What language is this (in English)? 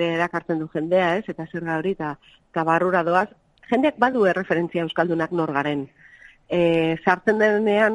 Basque